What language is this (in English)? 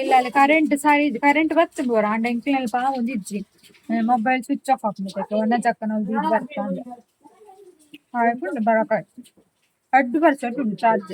Tulu